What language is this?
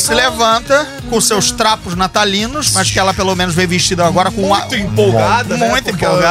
Portuguese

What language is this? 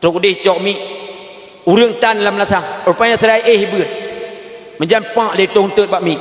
Achinese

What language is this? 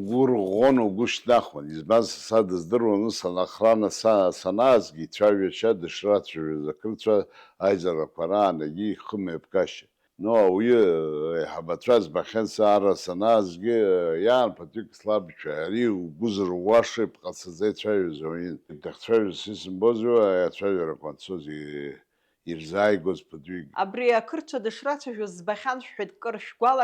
Abkhazian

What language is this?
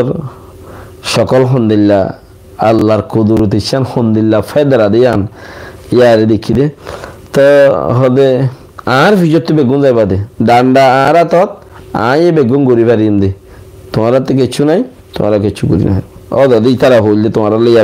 Rohingya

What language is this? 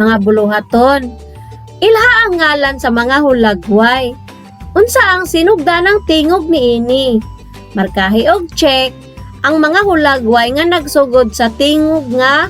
Cebuano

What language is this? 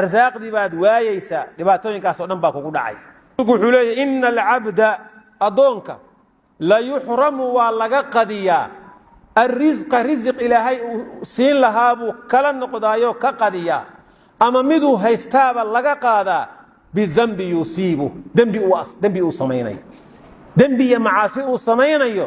Somali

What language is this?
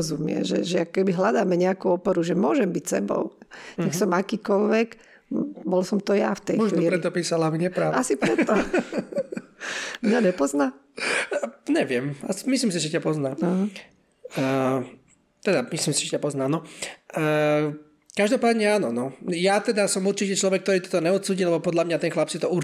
Slovak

